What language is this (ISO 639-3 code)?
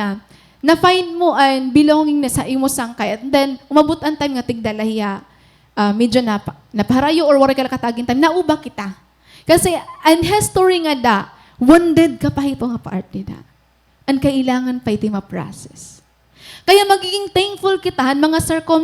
war